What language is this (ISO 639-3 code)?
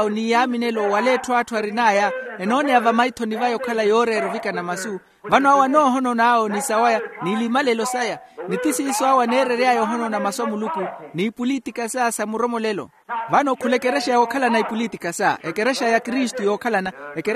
vmw